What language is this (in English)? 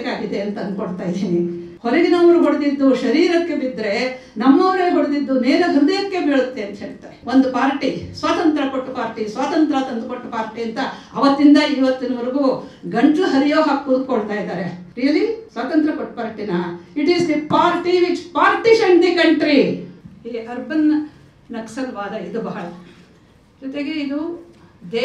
Kannada